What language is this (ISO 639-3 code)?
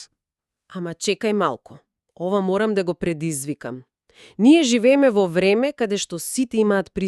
mkd